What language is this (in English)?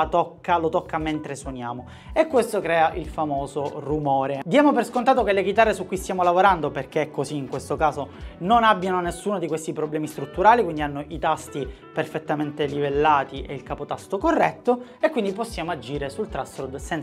Italian